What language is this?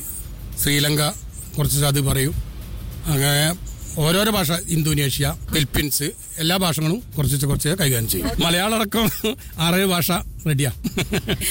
Malayalam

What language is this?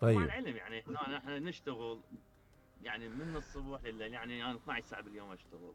Mesopotamian Arabic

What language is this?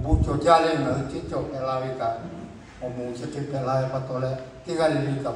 Lahu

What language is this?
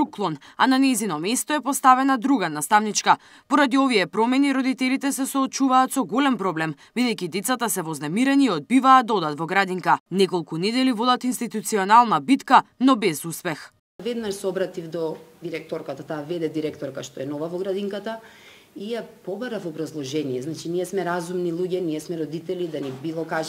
Macedonian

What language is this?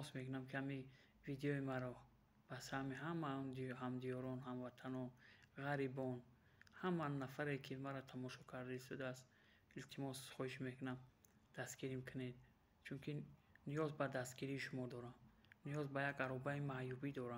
Tajik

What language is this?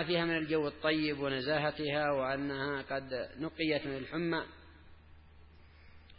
Arabic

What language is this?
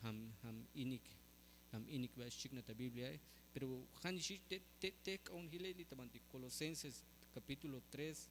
Tzeltal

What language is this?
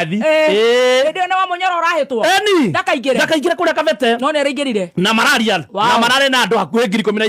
Kikuyu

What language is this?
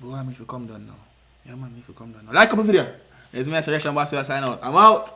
Jamaican Creole English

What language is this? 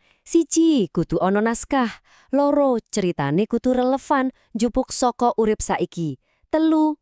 Javanese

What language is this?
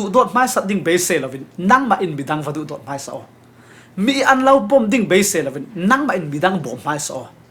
Falam Chin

